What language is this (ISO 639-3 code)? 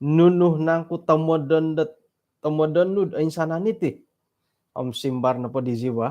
dtp